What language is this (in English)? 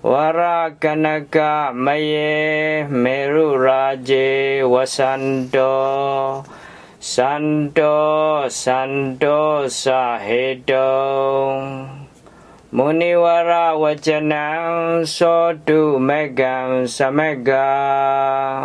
Pali